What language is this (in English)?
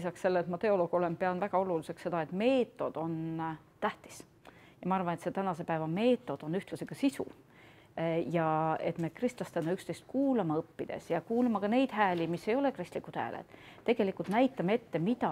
Estonian